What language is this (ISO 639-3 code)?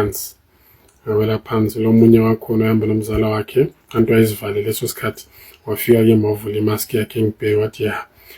zul